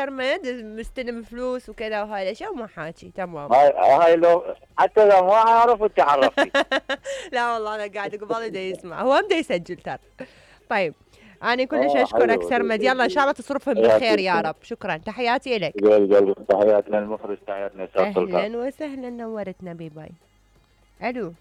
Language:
Mesopotamian Arabic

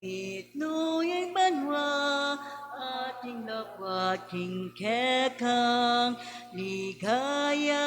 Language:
Pampanga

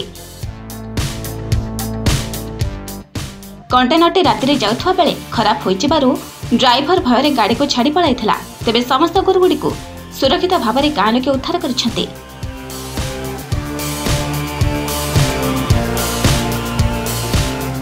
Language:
Odia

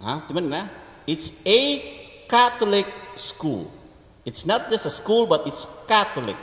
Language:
Cebuano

